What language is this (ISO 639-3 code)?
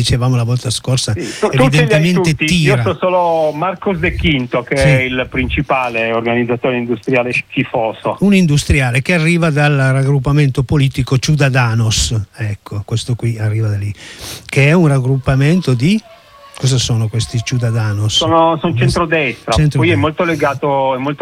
ita